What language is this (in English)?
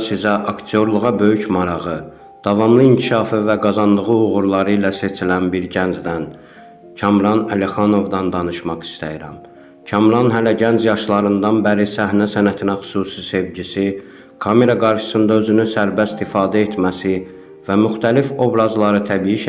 Azerbaijani